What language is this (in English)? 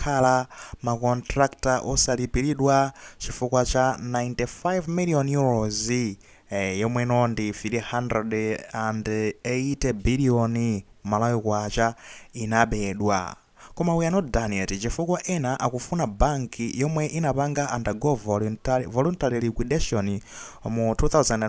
Nyanja